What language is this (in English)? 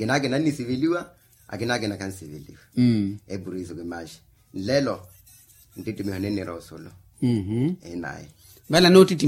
Makhuwa